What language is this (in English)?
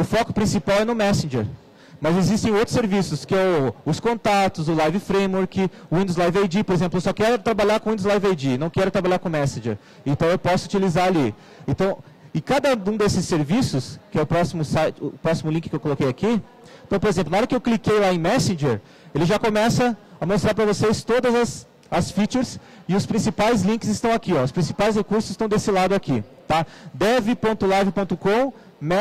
Portuguese